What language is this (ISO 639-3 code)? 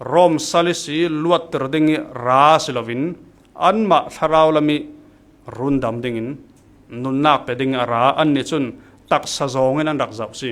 cfm